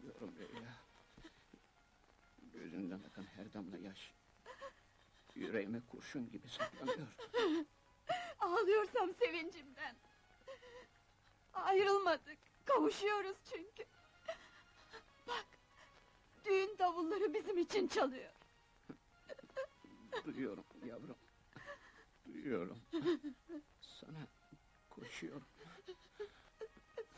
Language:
Turkish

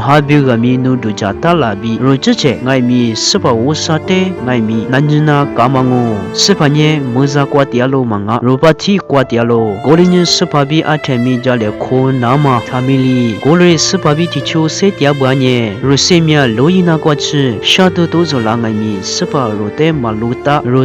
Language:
Lisu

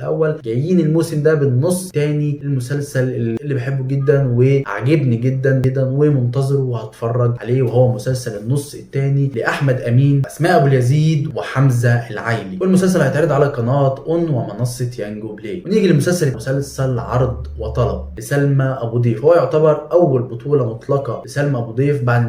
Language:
Egyptian Arabic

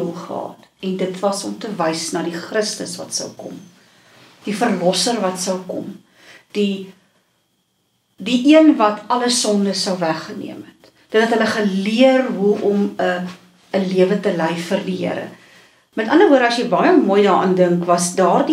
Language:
Afrikaans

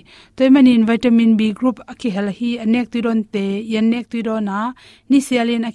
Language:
Tedim Chin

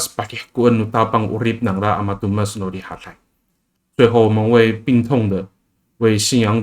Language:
Amis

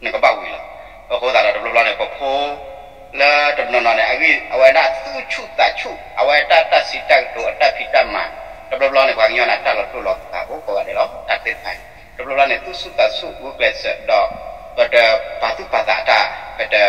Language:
S'gaw Karen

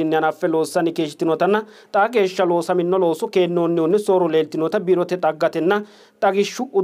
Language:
Sidamo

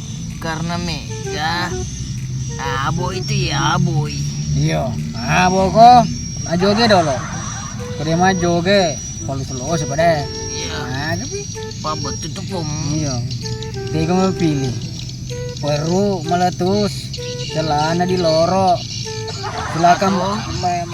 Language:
Buginese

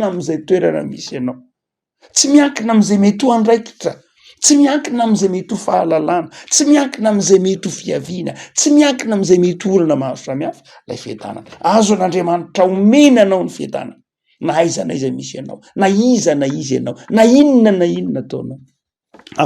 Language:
Malagasy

